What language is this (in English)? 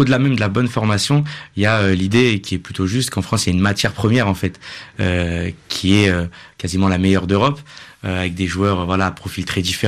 French